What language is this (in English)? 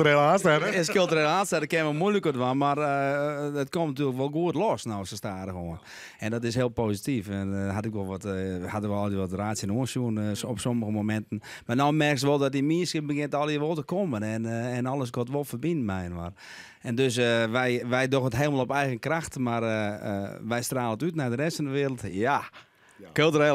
Western Frisian